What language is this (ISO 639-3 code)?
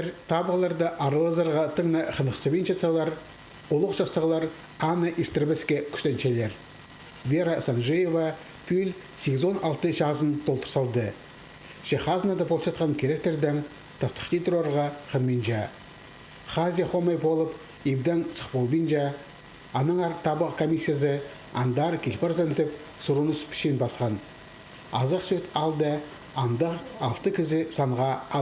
kjh